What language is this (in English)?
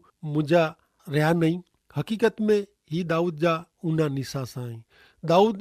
Kachhi